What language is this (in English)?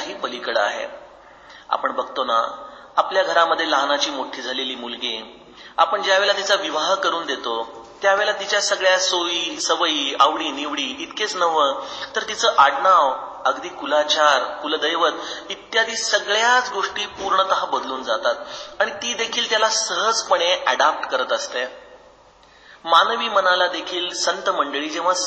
Marathi